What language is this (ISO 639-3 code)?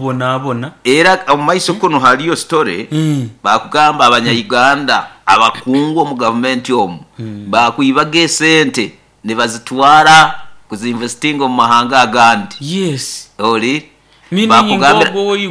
nyo